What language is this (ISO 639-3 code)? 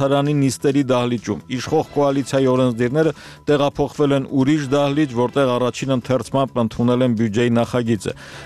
hye